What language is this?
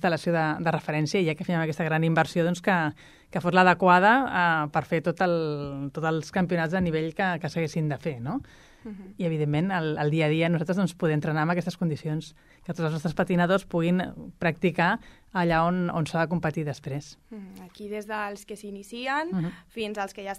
Catalan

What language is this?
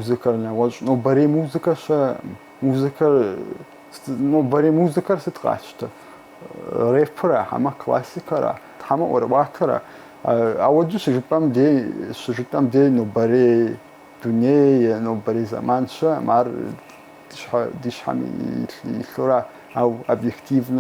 Kabardian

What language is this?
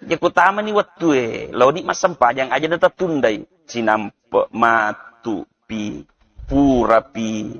Buginese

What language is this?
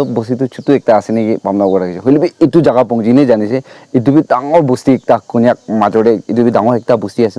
Naga Pidgin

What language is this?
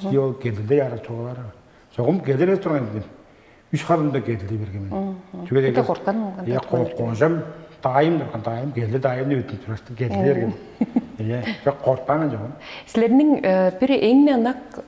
Tuvinian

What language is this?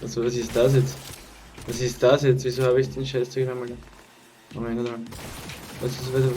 Bavarian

